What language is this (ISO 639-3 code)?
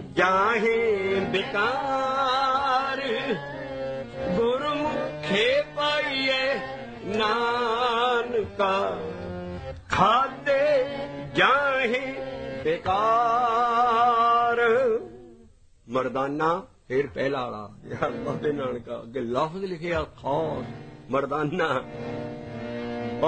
pan